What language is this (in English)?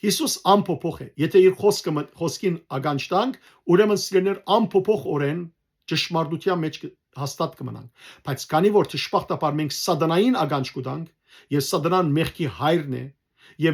Western Armenian